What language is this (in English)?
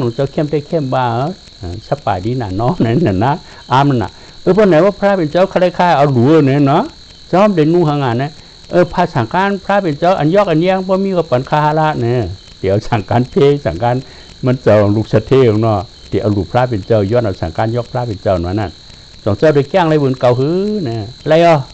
Shan